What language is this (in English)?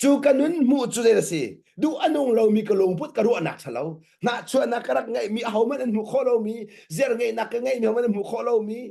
Hakha Chin